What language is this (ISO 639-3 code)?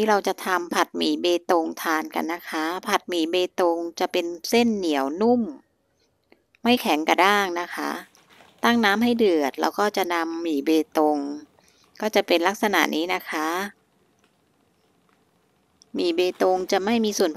tha